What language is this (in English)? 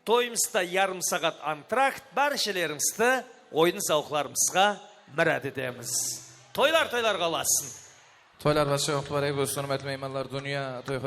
Kara-Kalpak